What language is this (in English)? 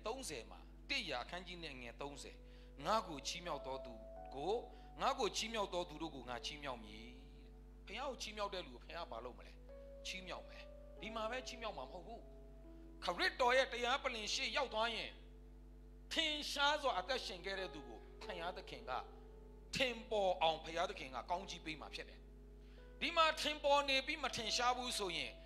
Burmese